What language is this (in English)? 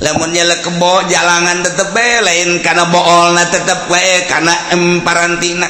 Sundanese